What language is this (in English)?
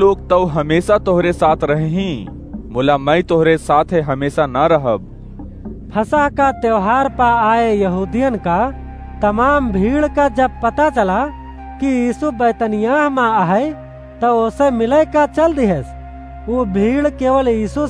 Awadhi